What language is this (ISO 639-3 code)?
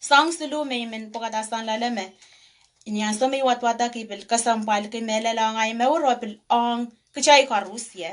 pon